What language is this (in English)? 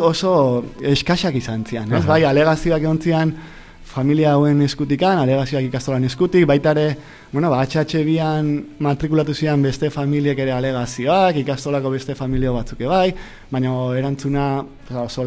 Basque